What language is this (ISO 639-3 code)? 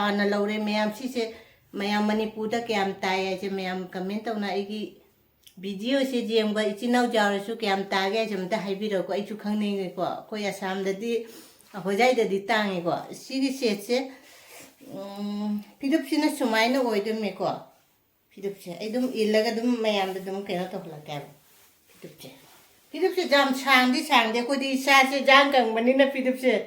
mni